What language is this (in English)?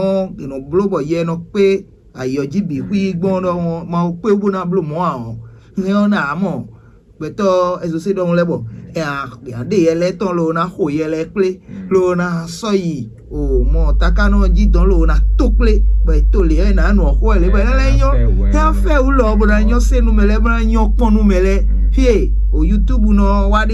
Fon